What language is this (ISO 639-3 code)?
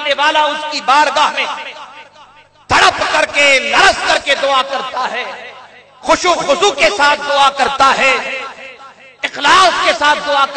urd